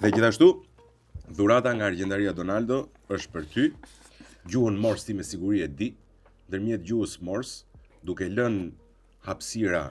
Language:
Albanian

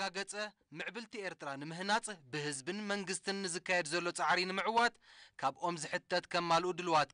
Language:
Tigrinya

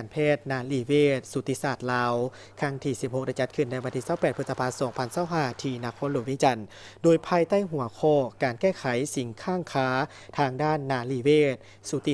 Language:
Lao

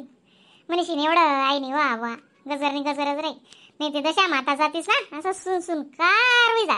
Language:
Khandesi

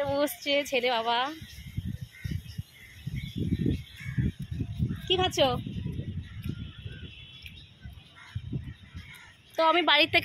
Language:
Bangla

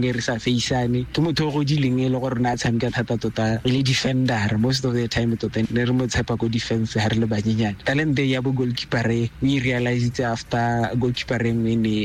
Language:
Tswana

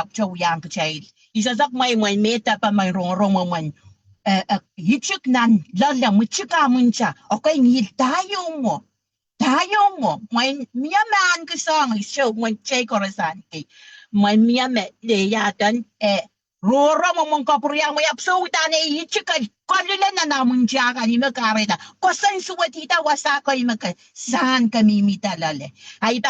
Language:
Pohnpeian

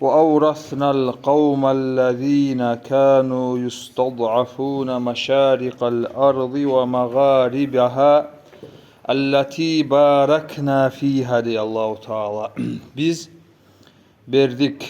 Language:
Kumyk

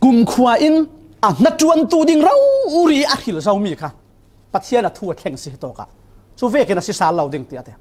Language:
Falam Chin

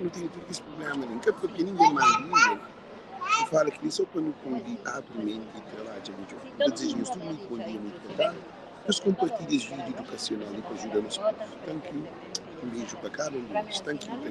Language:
Kabuverdianu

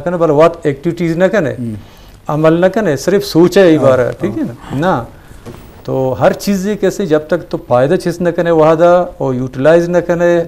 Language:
Eastern Balochi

